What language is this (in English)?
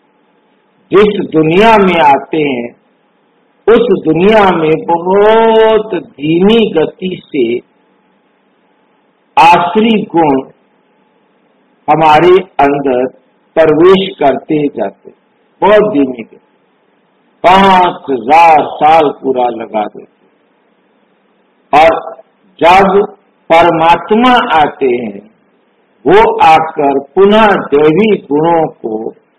Hindi